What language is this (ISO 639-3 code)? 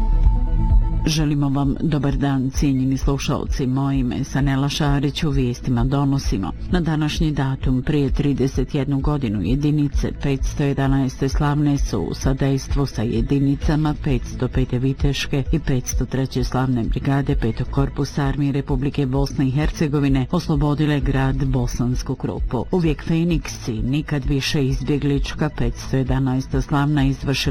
bos